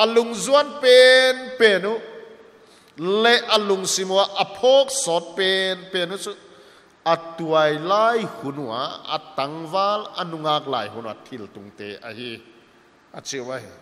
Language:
Paite Chin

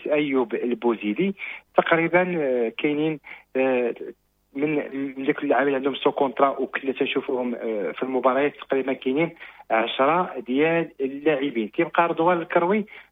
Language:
Moroccan Arabic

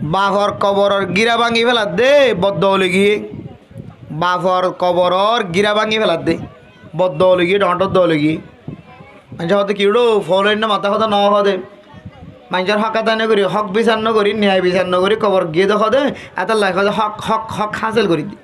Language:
Rohingya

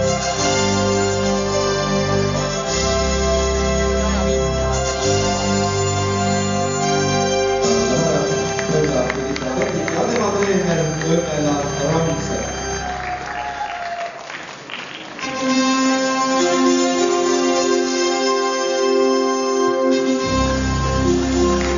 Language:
Estonian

